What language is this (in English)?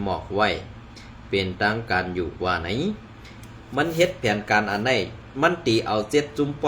Shan